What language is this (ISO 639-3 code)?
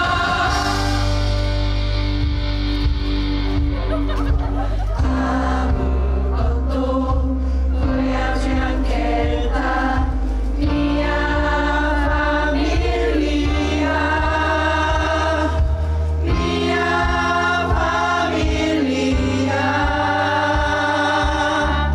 kor